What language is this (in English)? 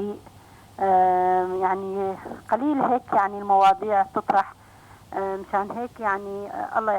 North Levantine Arabic